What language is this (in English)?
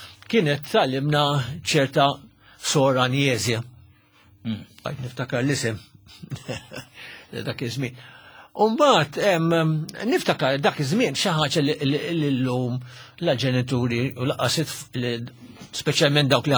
Maltese